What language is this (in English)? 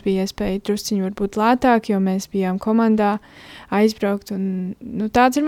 Latvian